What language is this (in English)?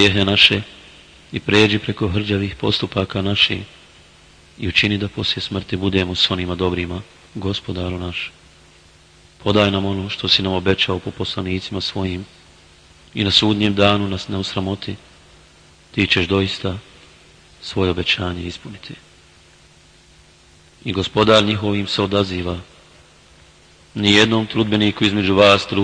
Bosnian